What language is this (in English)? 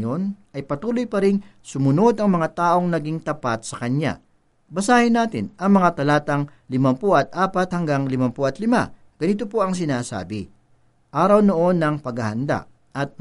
Filipino